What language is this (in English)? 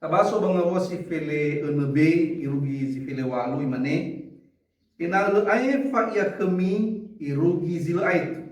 Nias